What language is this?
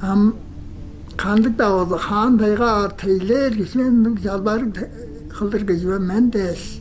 Tuvinian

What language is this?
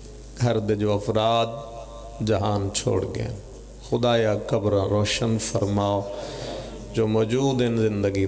Pahari-Potwari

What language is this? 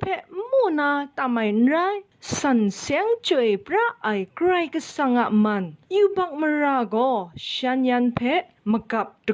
Kachin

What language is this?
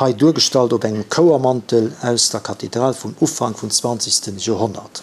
Luxembourgish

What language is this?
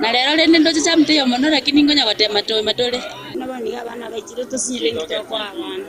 Gusii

